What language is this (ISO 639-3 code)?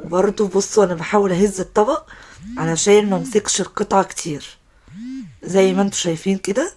arz